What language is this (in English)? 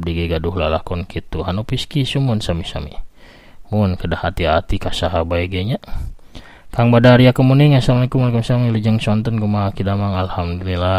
Sundanese